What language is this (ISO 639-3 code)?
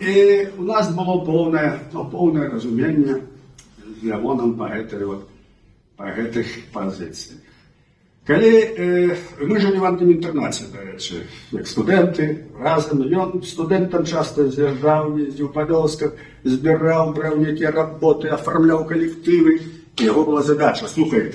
bel